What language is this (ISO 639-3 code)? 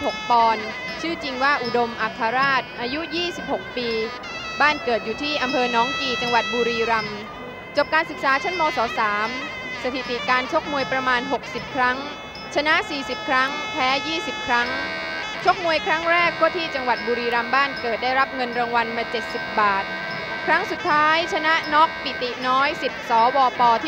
tha